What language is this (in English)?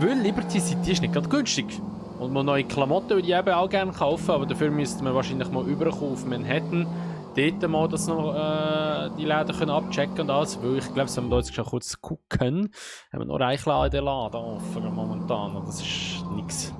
Swiss German